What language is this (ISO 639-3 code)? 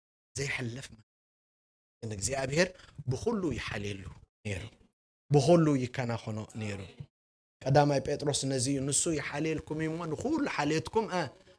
tir